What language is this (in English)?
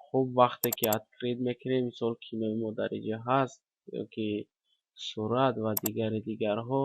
Tajik